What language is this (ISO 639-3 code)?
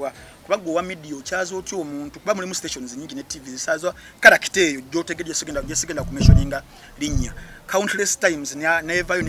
lug